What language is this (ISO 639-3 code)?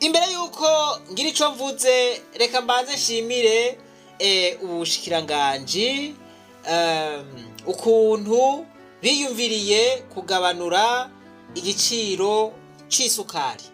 run